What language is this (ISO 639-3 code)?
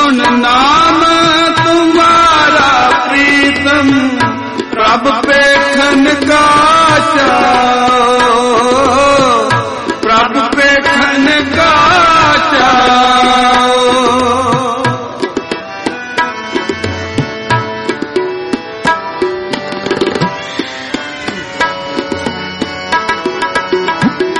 pan